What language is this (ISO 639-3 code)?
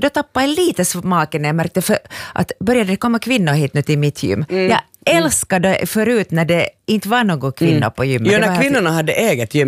swe